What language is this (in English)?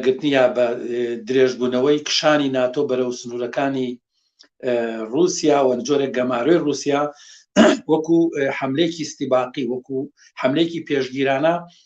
Central Kurdish